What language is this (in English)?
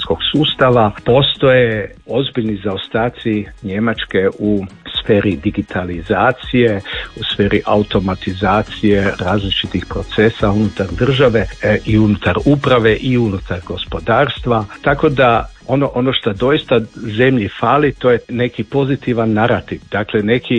Croatian